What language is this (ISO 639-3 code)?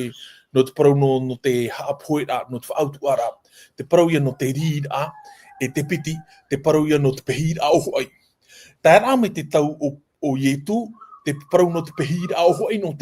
tah